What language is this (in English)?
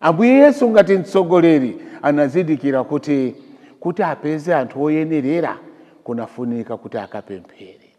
Nyanja